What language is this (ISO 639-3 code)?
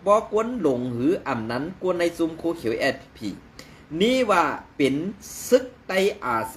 shn